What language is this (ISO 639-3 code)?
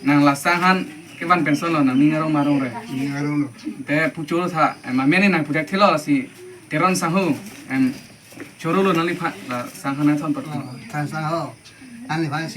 mjw